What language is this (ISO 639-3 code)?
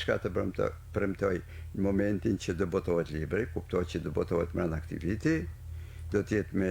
sqi